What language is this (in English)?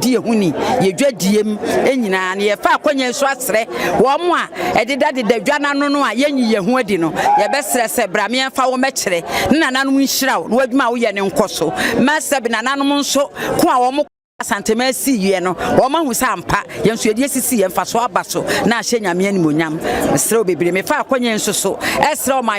Akan